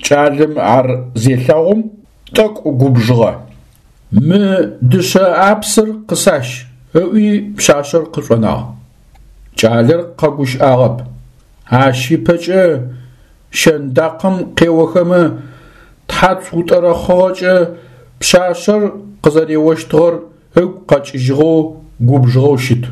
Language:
Adyghe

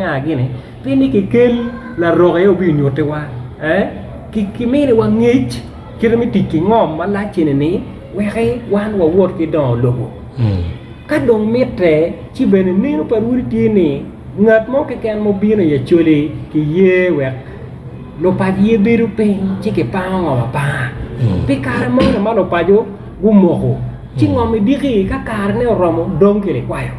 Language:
Acoli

